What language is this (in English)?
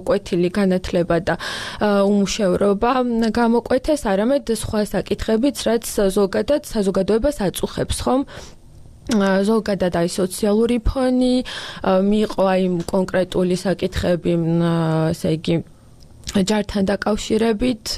Georgian